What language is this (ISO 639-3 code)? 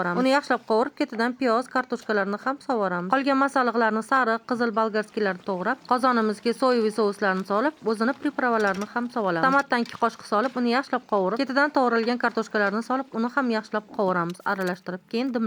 uzb